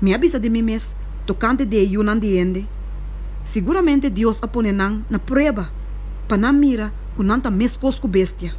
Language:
Papiamento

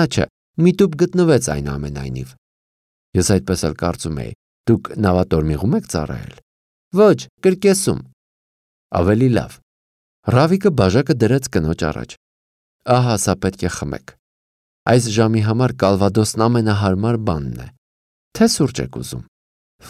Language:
Armenian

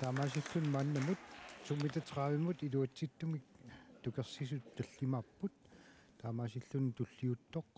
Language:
Kalaallisut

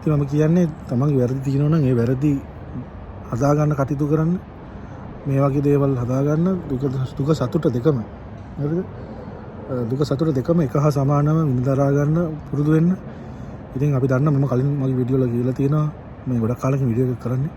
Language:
Sinhala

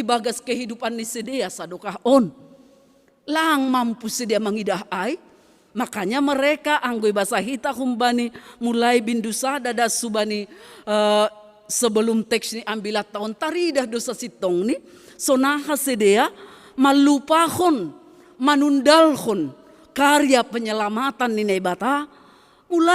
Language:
Batak Simalungun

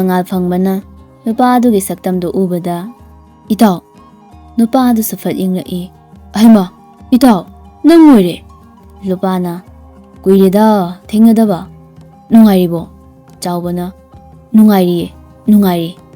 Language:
Manipuri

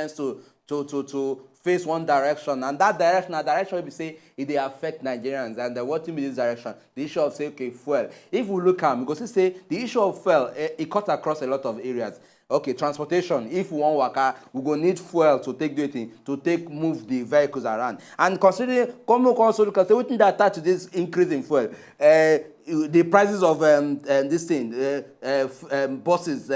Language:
Nigerian Pidgin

